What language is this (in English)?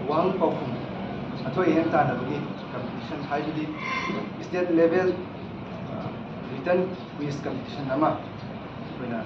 Manipuri